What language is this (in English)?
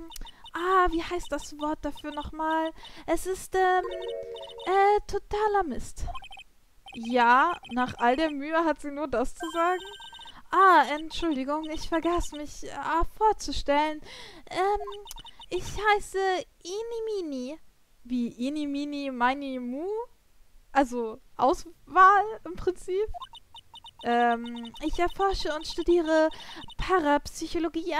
German